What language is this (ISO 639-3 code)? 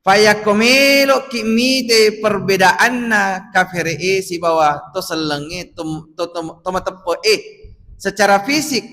bug